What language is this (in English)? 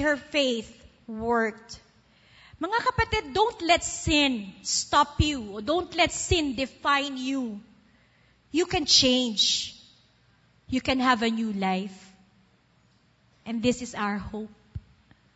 Filipino